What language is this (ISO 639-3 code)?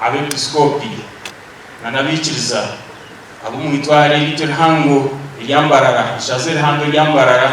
nyn